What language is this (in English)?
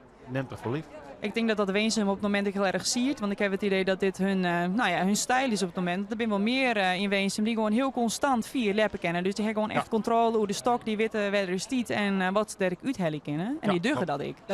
Western Frisian